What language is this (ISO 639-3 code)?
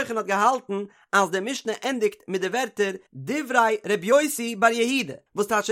yid